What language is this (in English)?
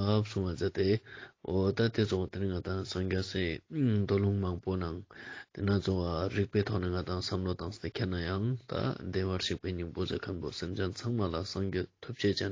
Ladakhi